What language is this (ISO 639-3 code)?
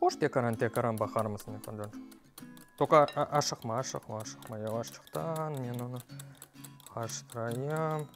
crh